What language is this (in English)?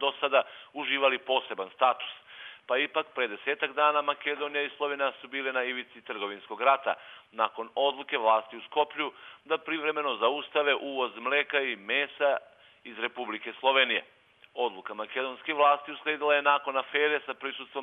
Serbian